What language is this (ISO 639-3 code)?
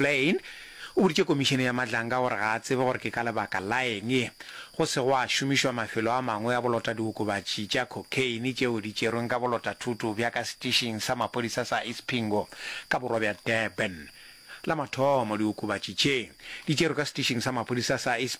nso